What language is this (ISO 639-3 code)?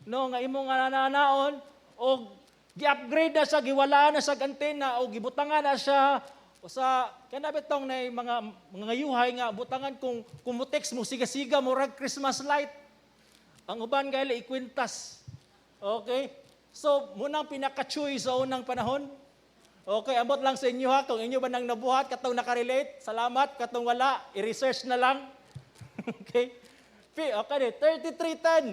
ceb